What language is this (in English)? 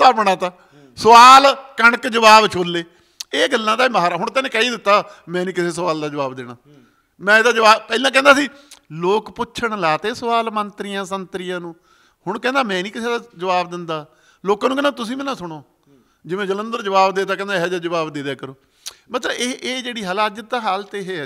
Punjabi